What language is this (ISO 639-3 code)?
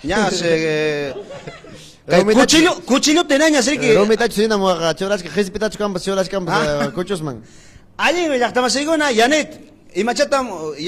quy